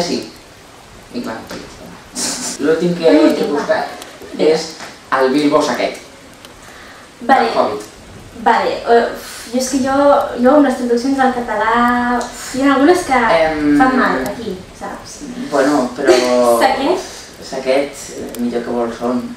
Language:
Catalan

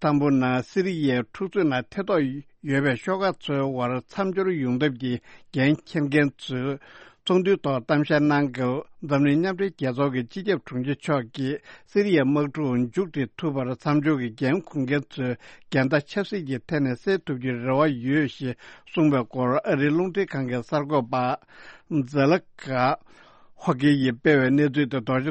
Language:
Tibetan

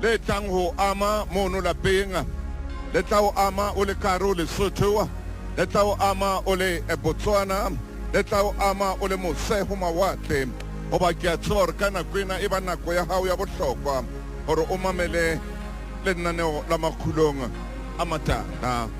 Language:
Southern Sotho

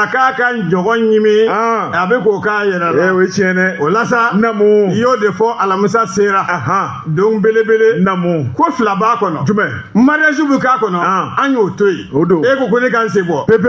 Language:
Bambara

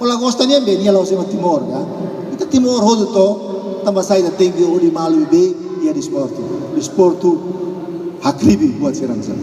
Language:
Tetum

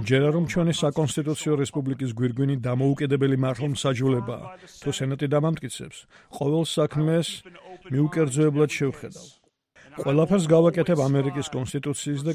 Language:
Georgian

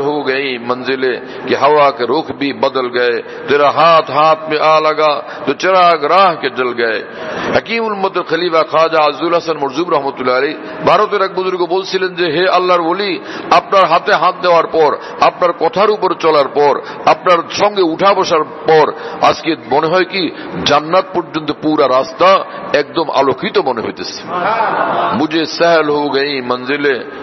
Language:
Bangla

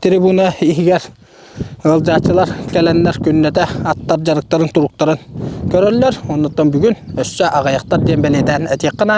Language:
Yakut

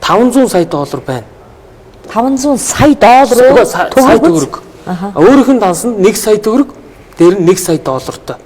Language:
Mongolian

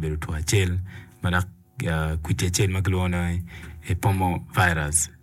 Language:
Acoli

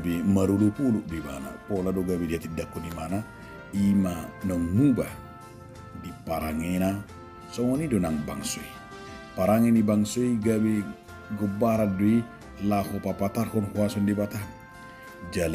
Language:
Batak Toba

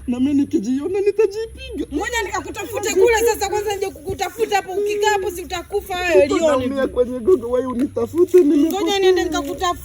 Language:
Swahili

